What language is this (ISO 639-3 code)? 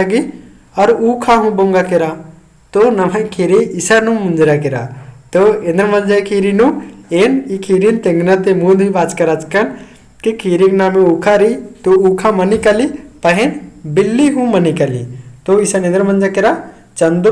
kru